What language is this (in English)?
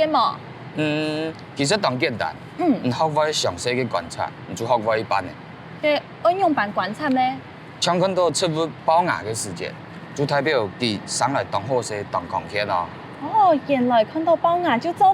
Hakka Chinese